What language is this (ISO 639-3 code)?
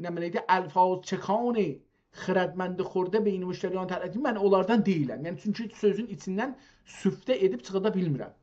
azb